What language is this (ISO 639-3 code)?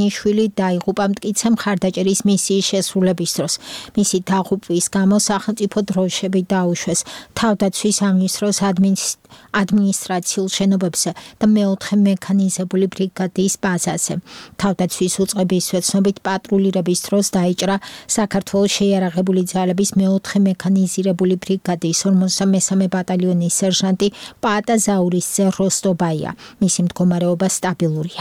kat